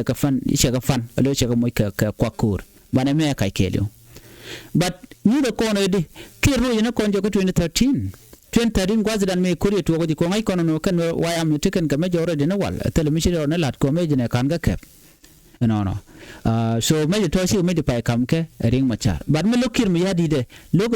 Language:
Nuer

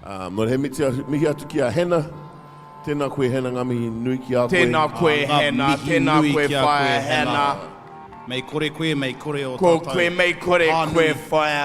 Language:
Māori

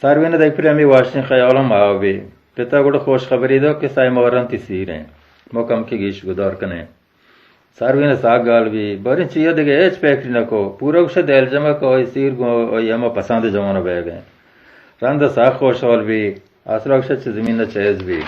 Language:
Baluchi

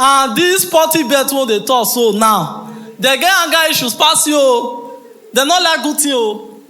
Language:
Nigerian Pidgin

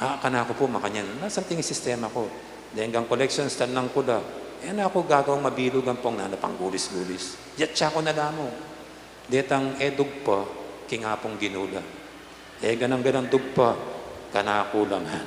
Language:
Pampanga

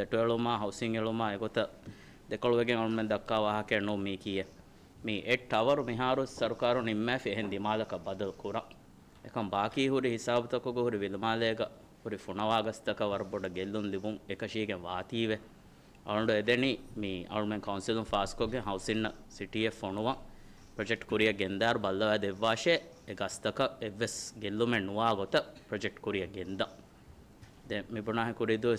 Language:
Divehi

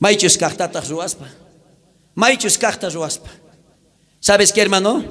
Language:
South Bolivian Quechua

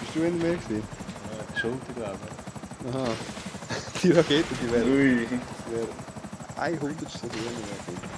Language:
Swiss German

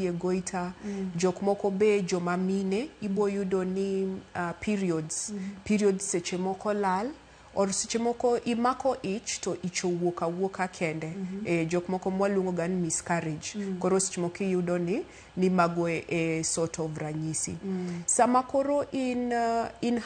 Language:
Luo (Kenya and Tanzania)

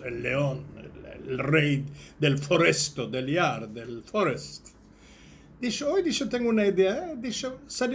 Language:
Ladino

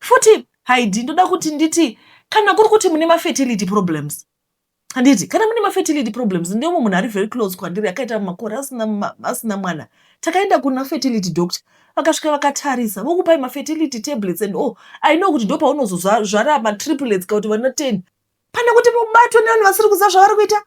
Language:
Shona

